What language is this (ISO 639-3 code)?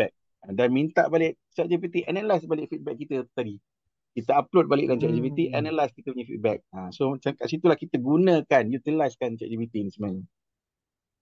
msa